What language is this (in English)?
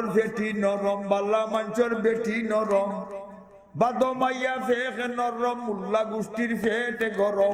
Sylheti